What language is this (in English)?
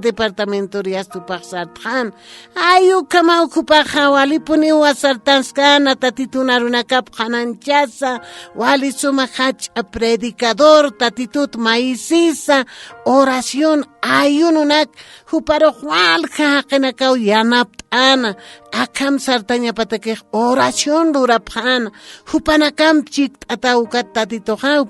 Aymara